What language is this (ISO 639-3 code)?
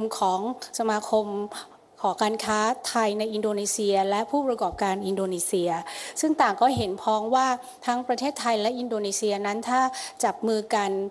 tha